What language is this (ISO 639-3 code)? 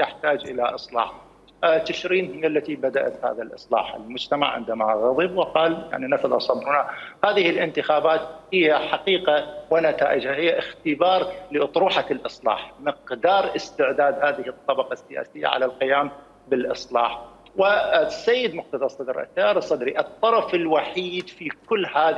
acm